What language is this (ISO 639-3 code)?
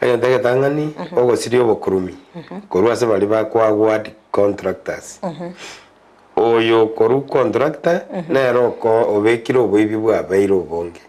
guz